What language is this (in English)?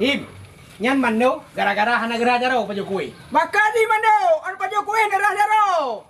Achinese